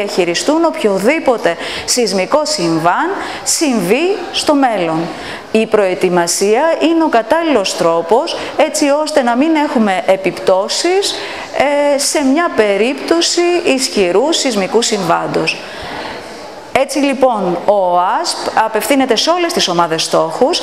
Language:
Greek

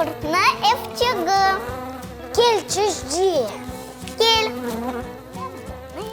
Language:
Crimean Tatar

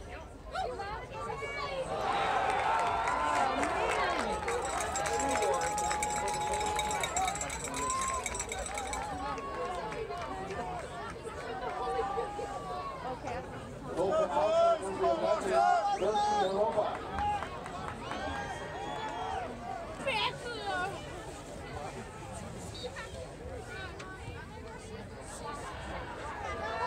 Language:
English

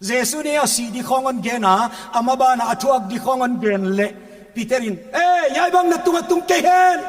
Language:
Paite Chin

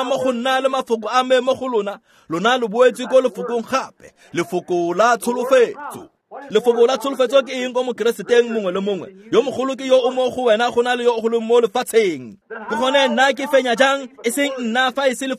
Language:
Tswana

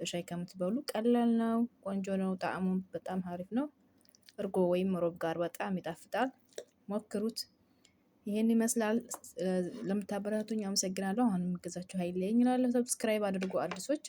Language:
Amharic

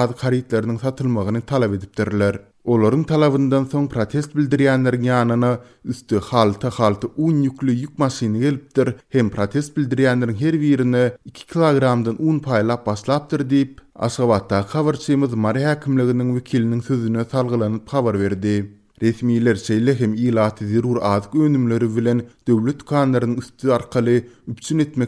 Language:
Turkmen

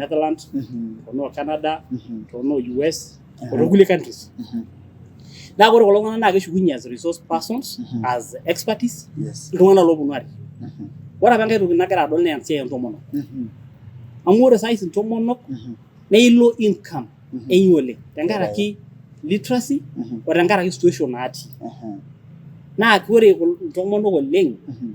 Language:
Masai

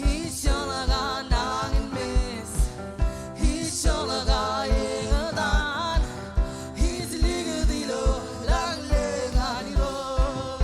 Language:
Marshallese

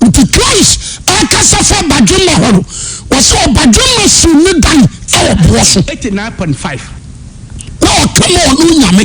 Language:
Akan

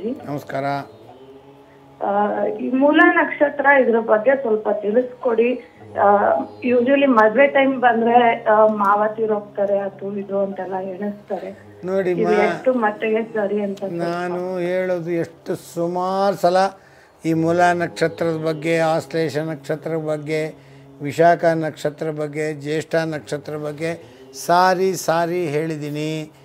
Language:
Kannada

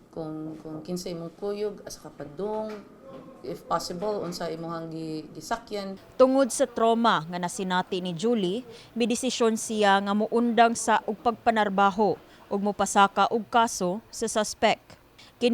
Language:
Cebuano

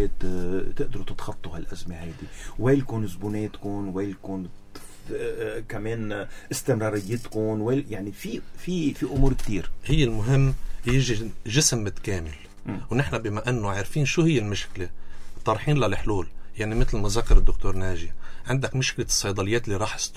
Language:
North Levantine Arabic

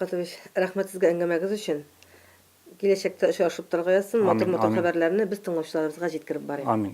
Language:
Tatar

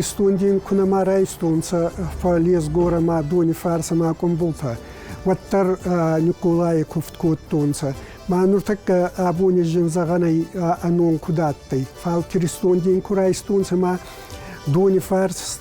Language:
Ossetic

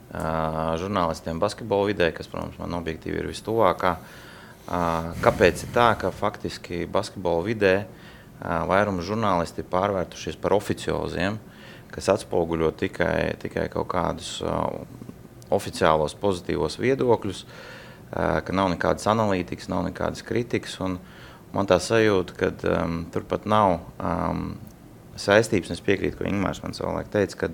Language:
Latvian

